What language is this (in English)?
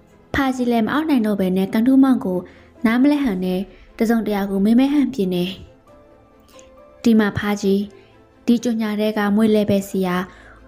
Burmese